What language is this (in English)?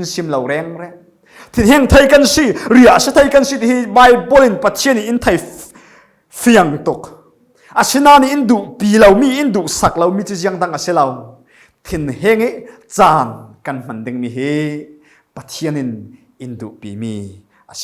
Falam Chin